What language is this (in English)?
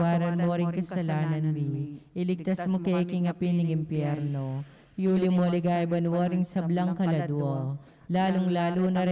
Pampanga